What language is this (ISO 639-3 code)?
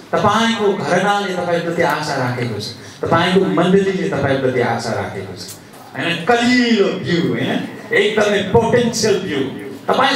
nep